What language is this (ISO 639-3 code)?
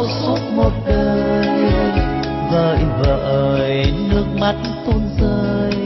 vie